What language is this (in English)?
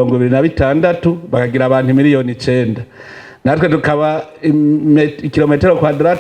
Rundi